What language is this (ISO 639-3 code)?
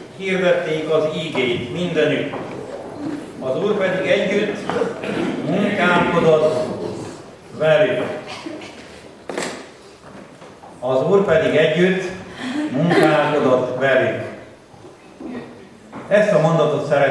hun